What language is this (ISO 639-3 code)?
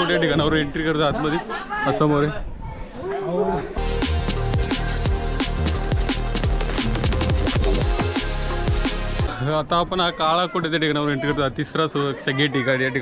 mar